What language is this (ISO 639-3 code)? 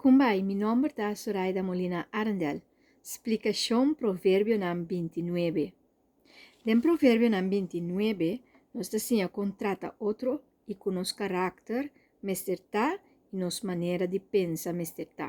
pap